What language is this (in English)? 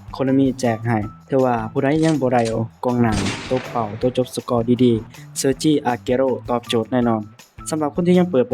Lao